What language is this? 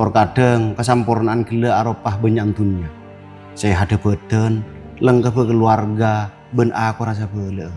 Madurese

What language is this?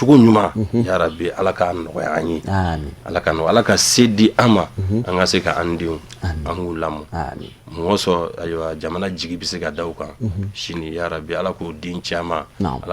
Bambara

